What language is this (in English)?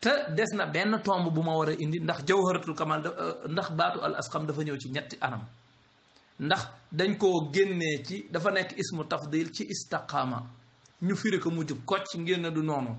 Wolof